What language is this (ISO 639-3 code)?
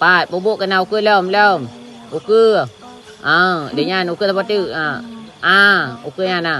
ace